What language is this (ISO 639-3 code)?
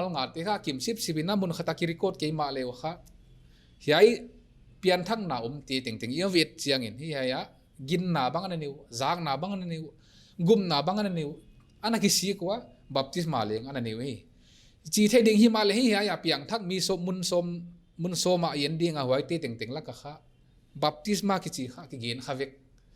pck